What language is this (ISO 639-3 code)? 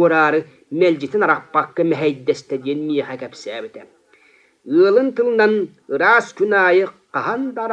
sah